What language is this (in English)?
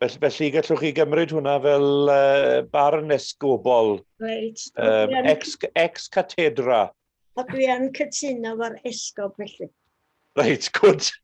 Welsh